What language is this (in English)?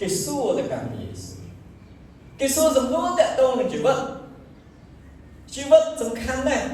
Khmer